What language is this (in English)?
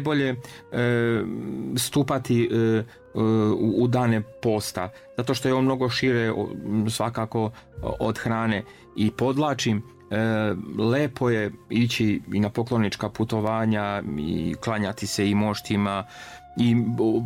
Serbian